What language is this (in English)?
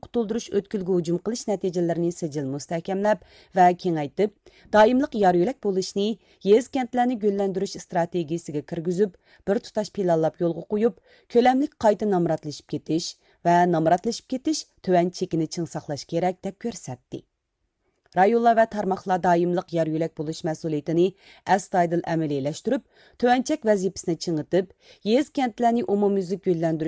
Uyghur